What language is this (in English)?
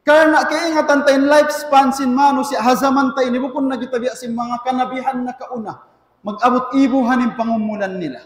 Tausug